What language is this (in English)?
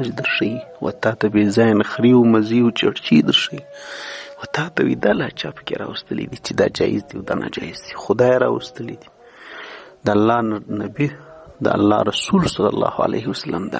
Pashto